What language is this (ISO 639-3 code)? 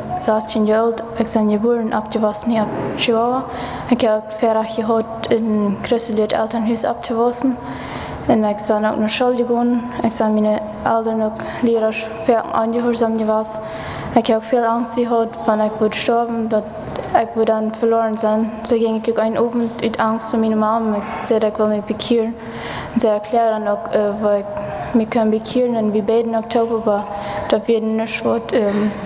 pdt